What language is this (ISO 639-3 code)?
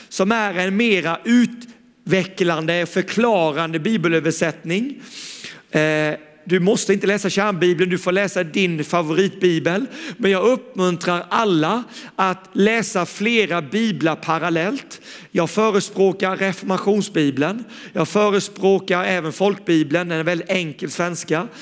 swe